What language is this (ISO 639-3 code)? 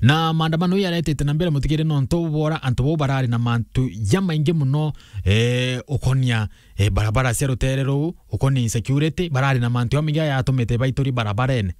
mer